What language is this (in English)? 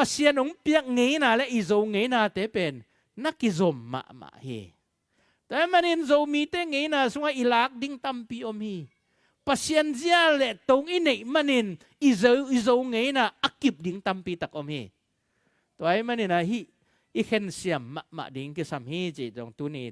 Tedim Chin